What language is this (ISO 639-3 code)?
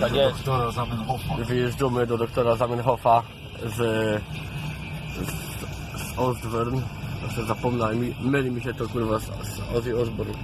szl